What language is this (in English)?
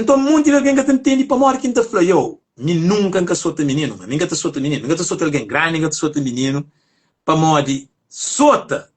Kabuverdianu